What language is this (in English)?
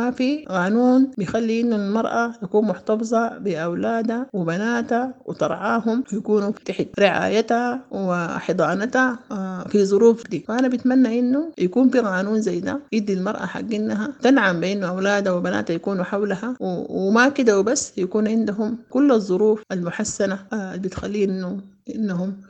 Sudanese Arabic